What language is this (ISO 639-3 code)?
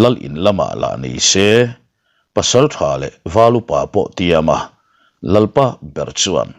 lus